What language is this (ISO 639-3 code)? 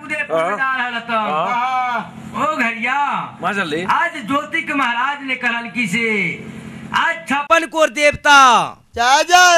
bho